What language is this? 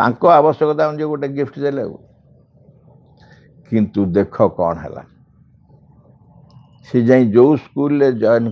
Odia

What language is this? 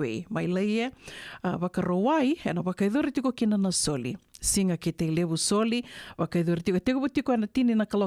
Fijian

